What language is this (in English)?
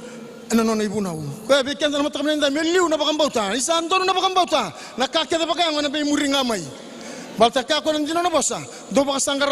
Fijian